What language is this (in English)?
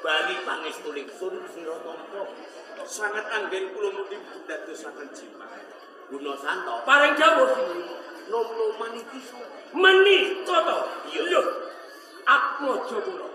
Javanese